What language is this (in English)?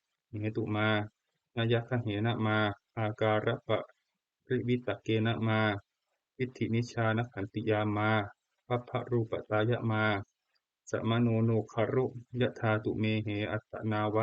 Pali